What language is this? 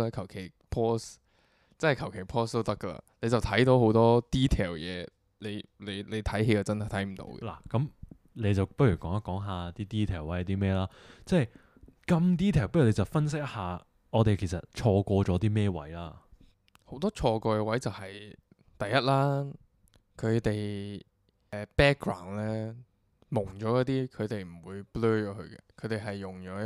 Cantonese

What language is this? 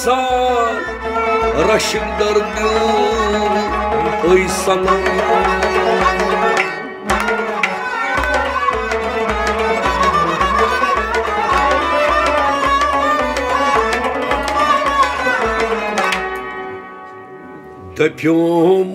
Kashmiri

